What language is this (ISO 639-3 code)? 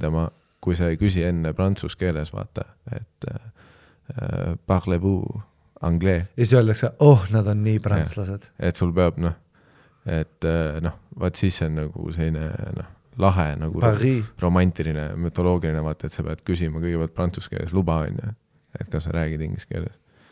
est